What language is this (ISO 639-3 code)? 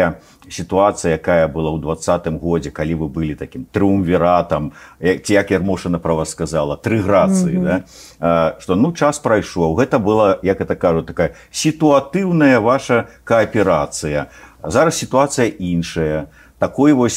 bel